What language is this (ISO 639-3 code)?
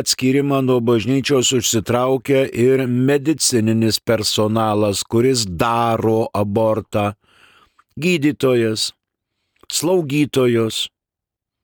lit